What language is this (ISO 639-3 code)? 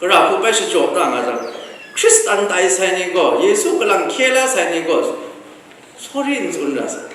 kac